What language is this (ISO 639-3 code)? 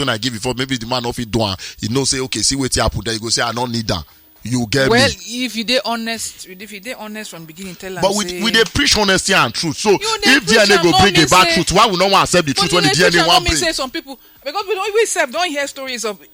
pcm